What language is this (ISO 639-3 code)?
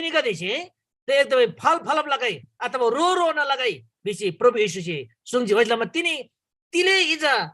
taj